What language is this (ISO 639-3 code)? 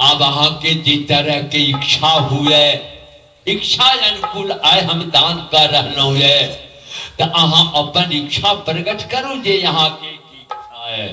mai